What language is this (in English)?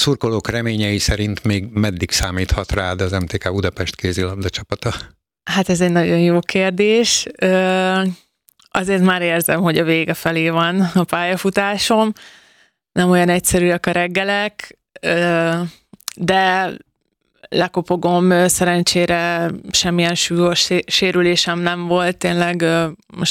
Hungarian